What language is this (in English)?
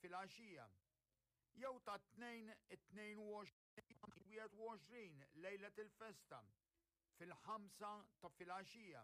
Maltese